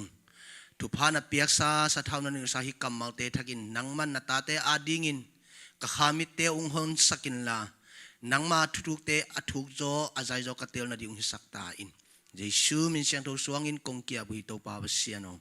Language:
Tedim Chin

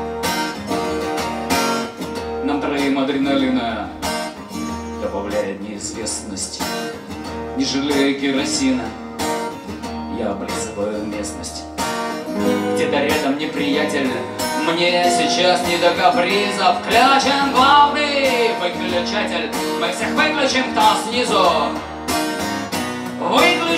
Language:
Russian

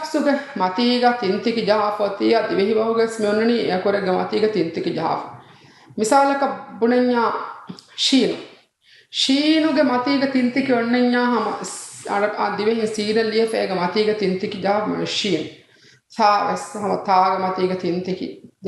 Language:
Divehi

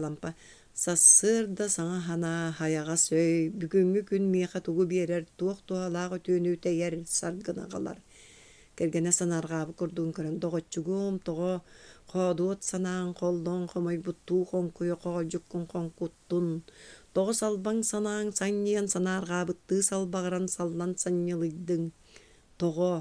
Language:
Yakut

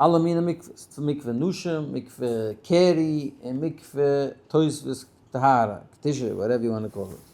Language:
Yiddish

